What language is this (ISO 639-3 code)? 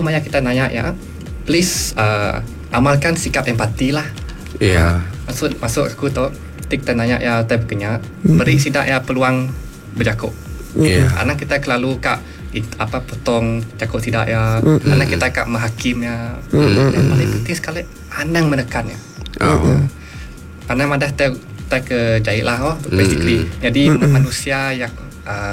iba